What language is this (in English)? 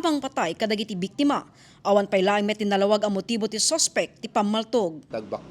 Iloko